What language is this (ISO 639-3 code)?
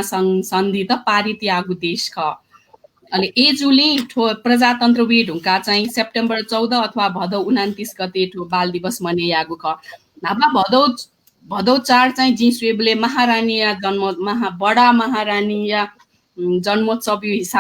new